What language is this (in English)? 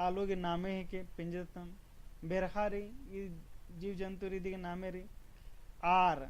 Kurukh